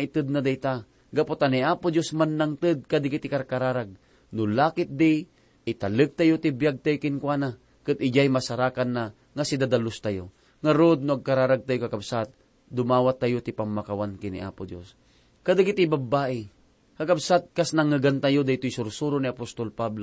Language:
Iloko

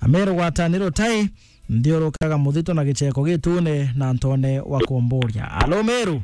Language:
Meru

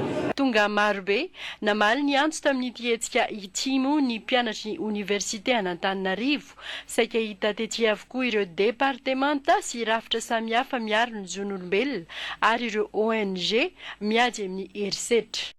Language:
Malagasy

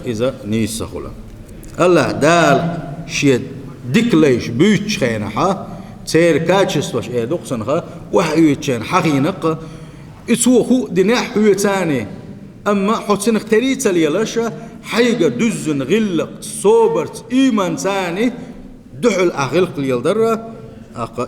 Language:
Chechen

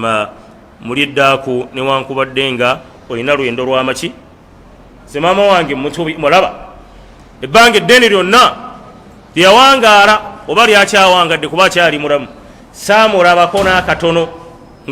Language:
Ganda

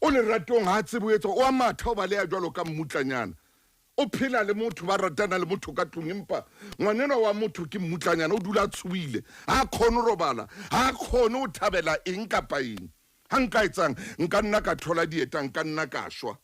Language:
Southern Sotho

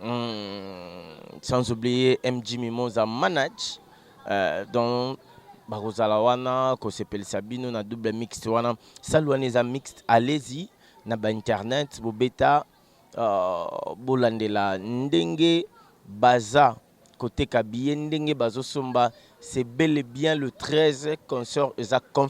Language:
Lingala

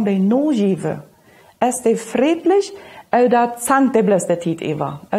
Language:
Plautdietsch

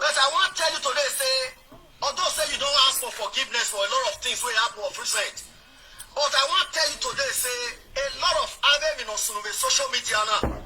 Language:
Nigerian Pidgin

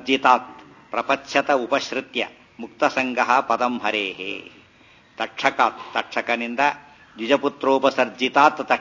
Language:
Kannada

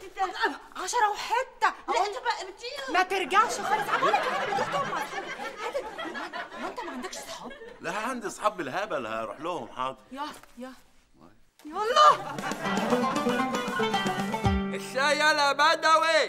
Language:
Egyptian Arabic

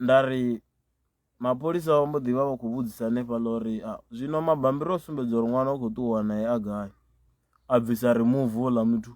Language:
Venda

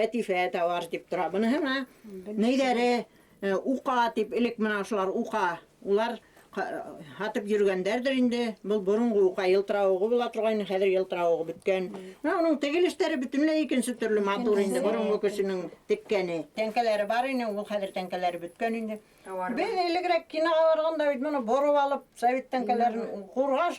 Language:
Bashkir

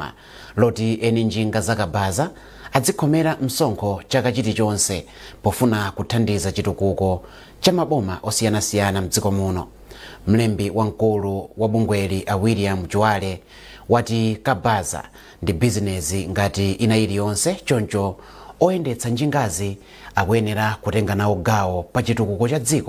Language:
Nyanja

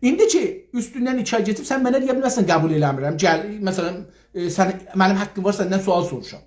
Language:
South Azerbaijani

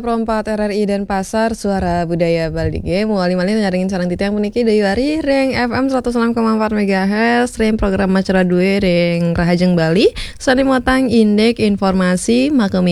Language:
Balinese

